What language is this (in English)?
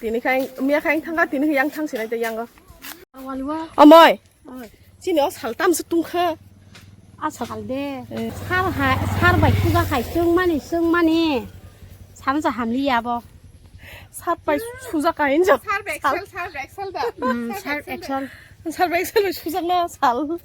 Kok Borok